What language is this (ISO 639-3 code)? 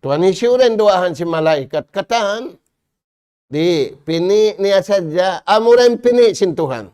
tsg